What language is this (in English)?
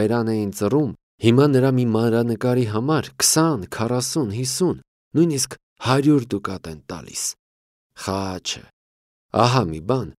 Armenian